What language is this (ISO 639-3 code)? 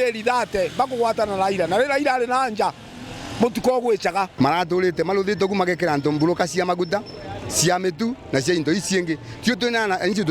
mer